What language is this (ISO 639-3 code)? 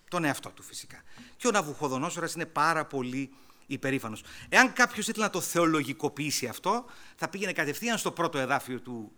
ell